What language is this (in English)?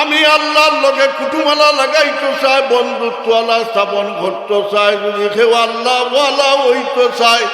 Sylheti